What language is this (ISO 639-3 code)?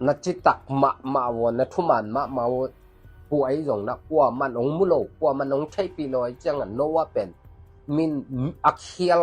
ctd